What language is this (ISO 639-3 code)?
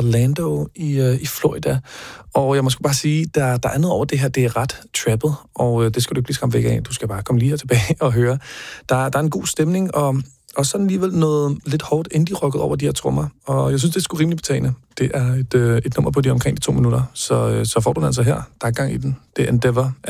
dan